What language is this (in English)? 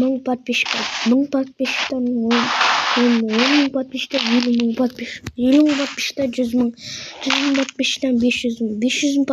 Kazakh